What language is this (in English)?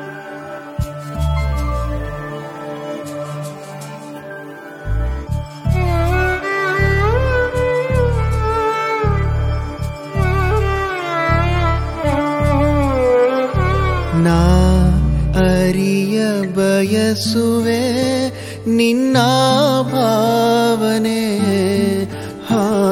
Kannada